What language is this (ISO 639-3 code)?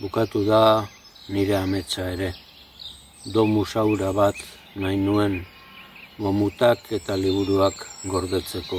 eus